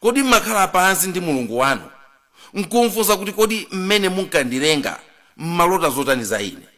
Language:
Nyanja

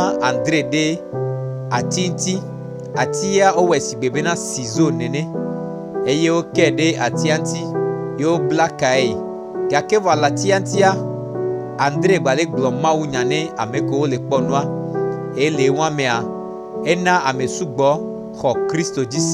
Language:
Gen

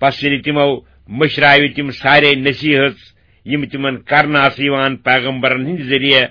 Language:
Kashmiri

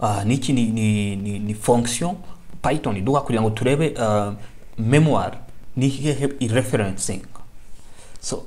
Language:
Kinyarwanda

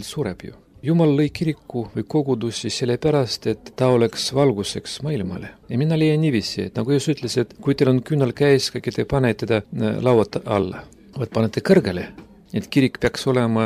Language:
Estonian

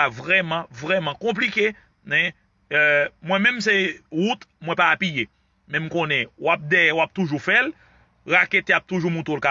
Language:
Haitian Creole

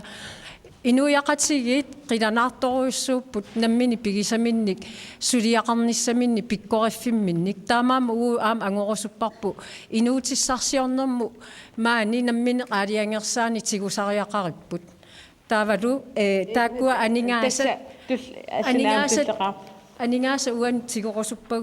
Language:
Kalaallisut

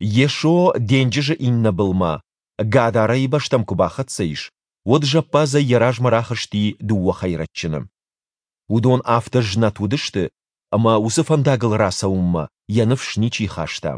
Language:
Ossetic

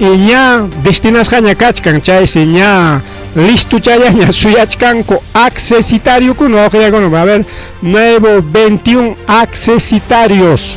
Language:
Ayacucho Quechua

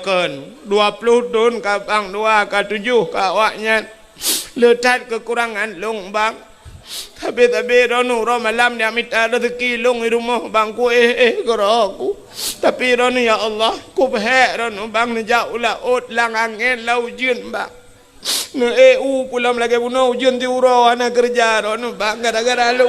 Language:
Achinese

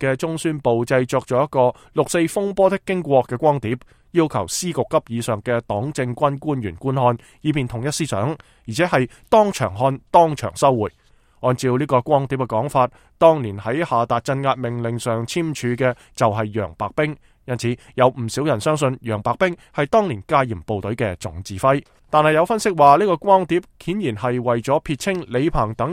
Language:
Cantonese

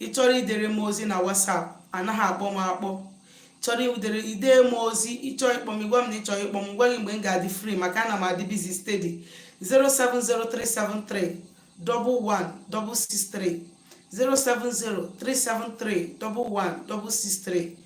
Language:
Igbo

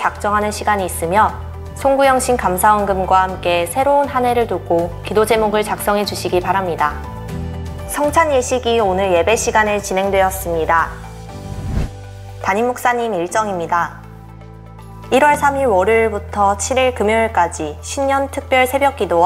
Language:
Korean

